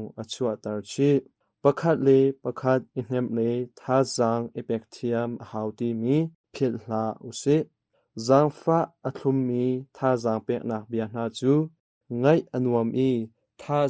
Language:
Hakha Chin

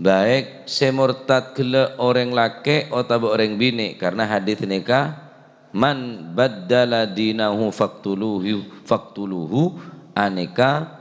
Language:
Madurese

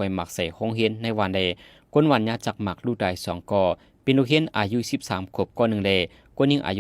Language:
Shan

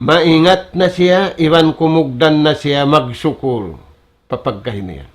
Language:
Tausug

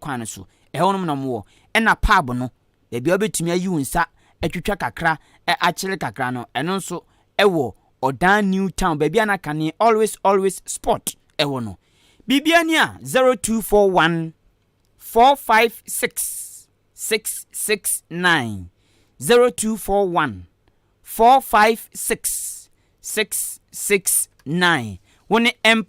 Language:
Akan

